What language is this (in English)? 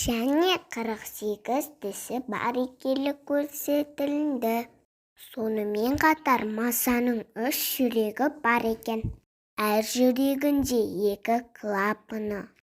Kazakh